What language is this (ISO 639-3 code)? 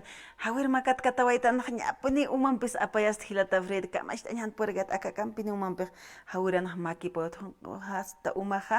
aym